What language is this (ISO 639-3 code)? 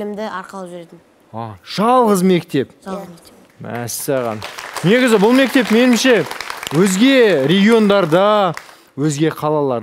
kaz